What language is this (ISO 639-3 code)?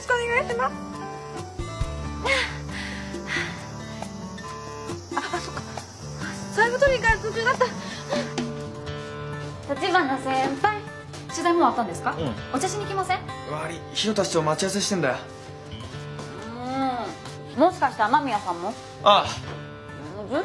jpn